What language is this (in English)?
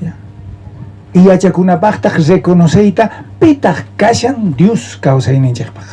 South Bolivian Quechua